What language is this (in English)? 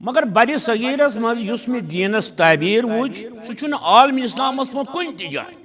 Kashmiri